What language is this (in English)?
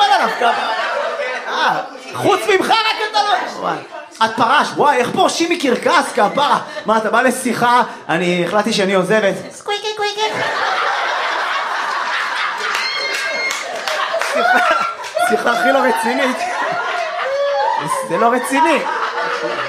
Hebrew